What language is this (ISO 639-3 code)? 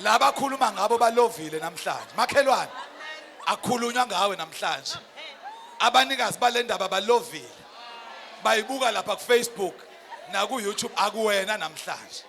zul